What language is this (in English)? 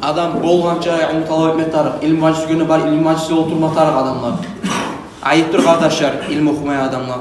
Kumyk